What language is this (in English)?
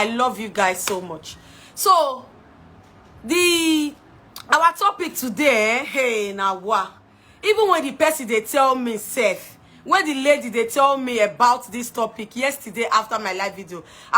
Nigerian Pidgin